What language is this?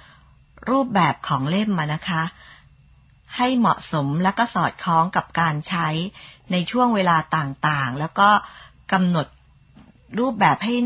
Thai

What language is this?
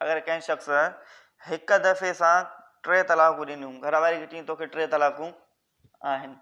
Sindhi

